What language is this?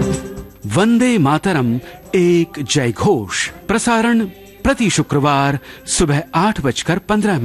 Hindi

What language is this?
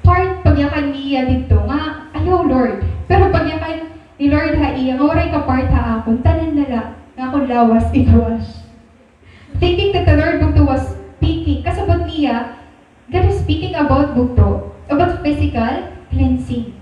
Waray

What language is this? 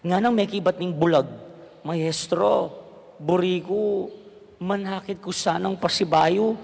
Pampanga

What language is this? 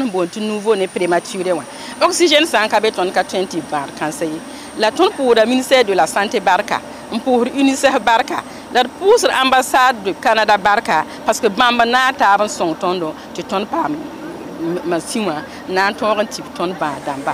Mossi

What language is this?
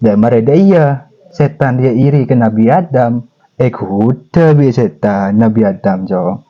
Madurese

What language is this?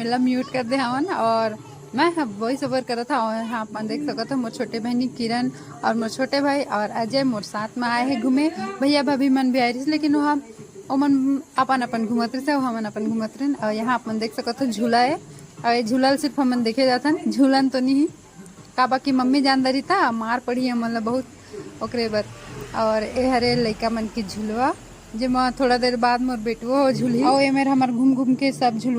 Chhattisgarhi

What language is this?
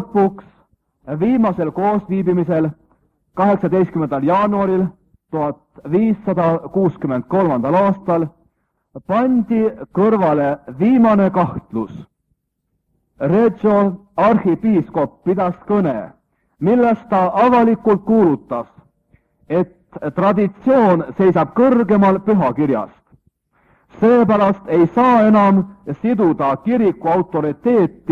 Estonian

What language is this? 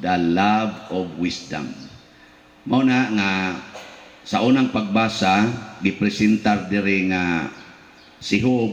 Cebuano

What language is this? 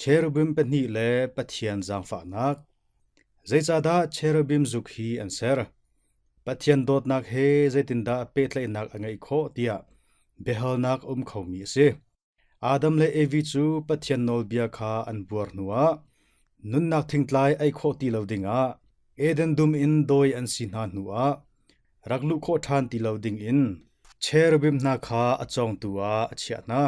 Hakha Chin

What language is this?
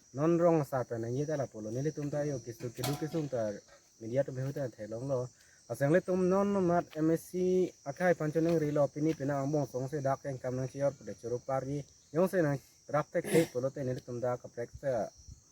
Karbi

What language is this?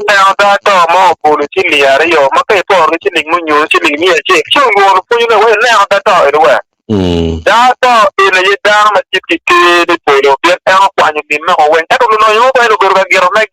Acoli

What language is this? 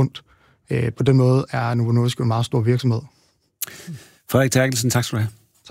Danish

